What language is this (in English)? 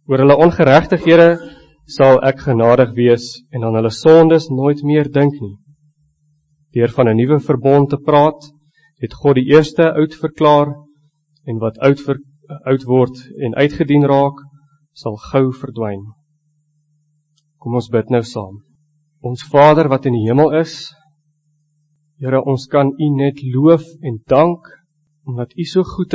Afrikaans